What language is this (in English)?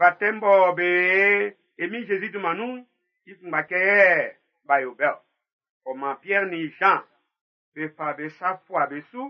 Baoulé